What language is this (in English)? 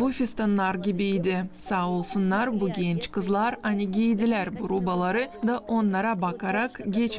Gagauz